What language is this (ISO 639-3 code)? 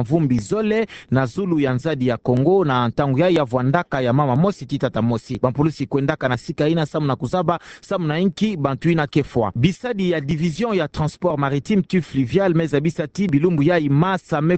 ktu